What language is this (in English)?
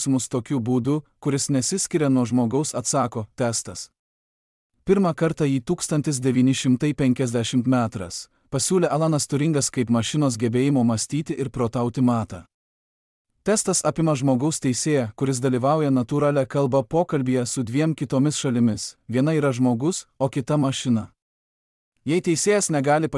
Lithuanian